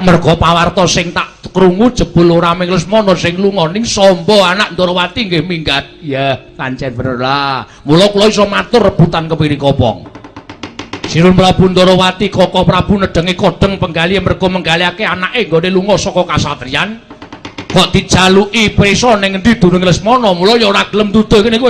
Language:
Javanese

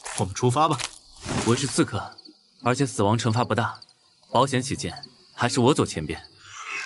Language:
Chinese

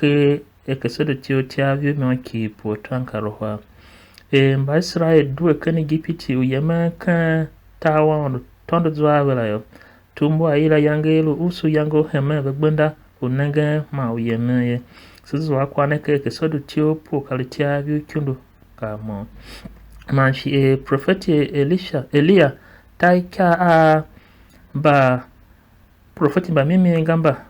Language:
Tiv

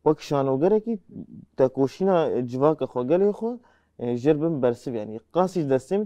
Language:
Kurdish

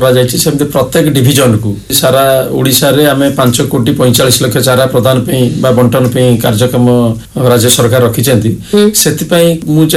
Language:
Odia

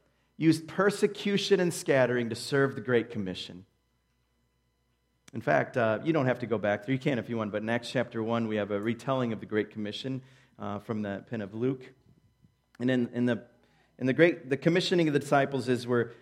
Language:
English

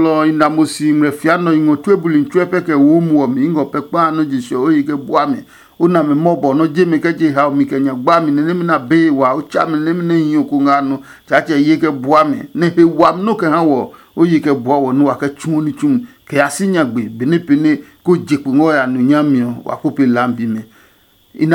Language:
Adangme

